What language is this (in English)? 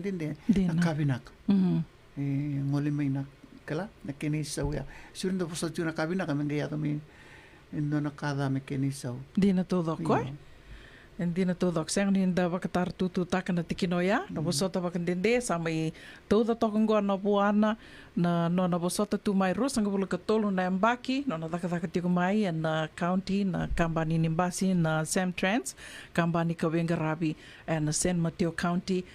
Fijian